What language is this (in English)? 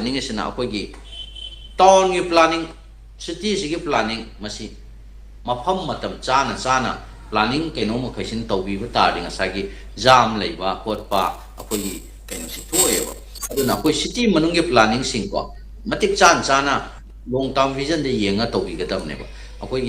Manipuri